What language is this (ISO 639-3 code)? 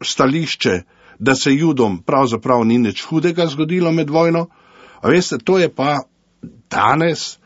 slv